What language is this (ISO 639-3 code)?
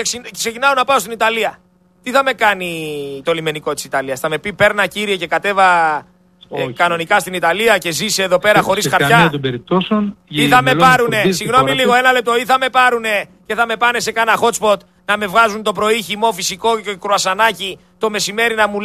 ell